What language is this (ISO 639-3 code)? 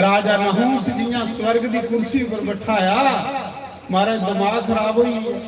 doi